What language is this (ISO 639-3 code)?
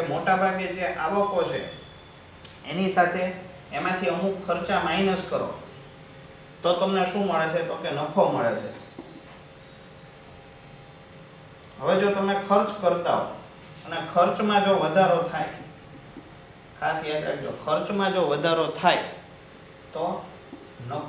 guj